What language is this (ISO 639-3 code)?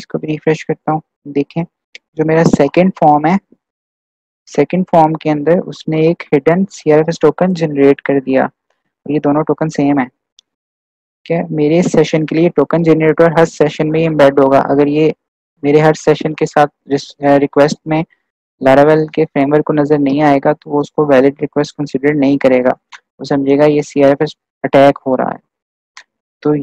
hin